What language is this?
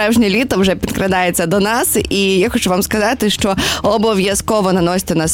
Ukrainian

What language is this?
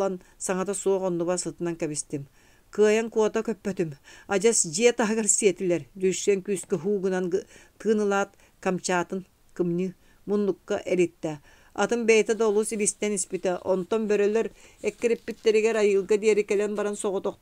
Yakut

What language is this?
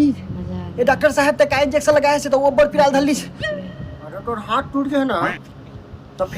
Chhattisgarhi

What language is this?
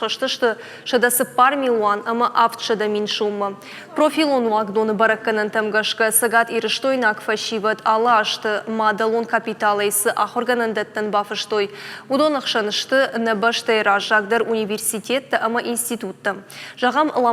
Ossetic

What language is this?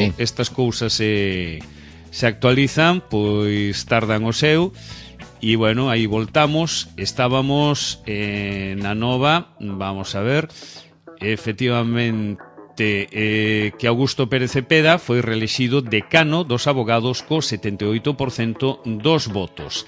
Galician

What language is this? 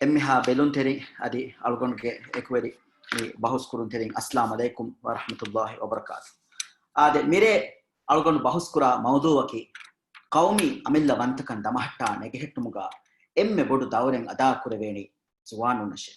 Divehi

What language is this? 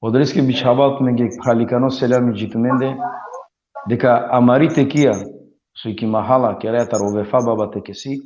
Balkan Romani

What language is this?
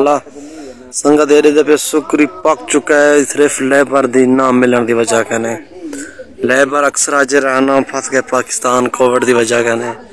Saraiki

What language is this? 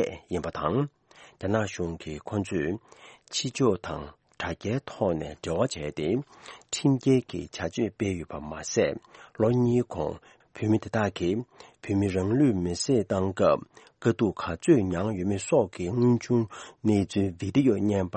Tibetan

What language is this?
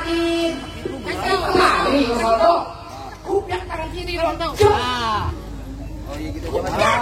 Betawi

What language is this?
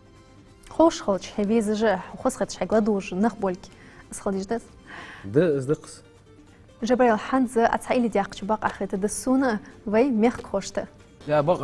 Ingush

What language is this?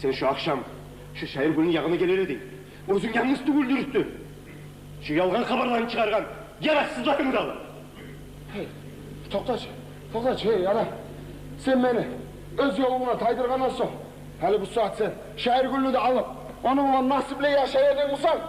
Kumyk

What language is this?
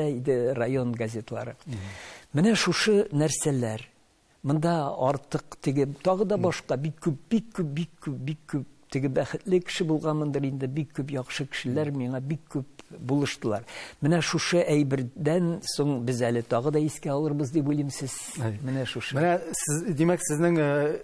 Tatar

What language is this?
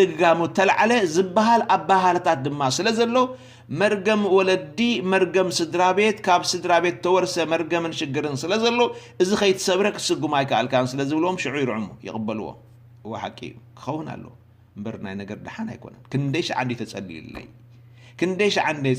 Tigrinya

